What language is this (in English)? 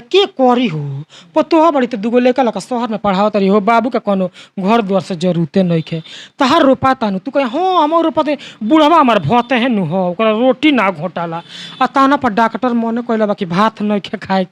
Bhojpuri